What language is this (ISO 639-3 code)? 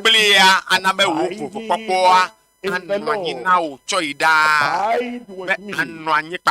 ewe